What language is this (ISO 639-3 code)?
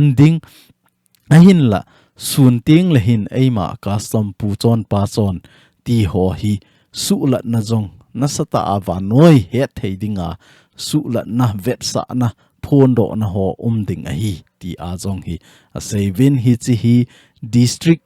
tcz